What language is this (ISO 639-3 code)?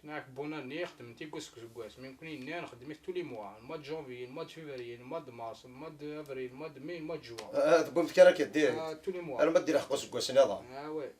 kab